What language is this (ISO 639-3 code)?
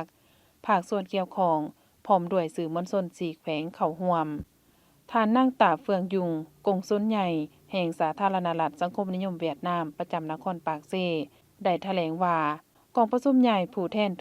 lao